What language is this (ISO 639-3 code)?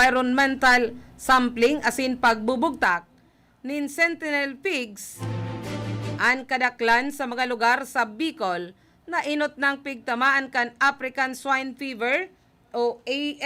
bik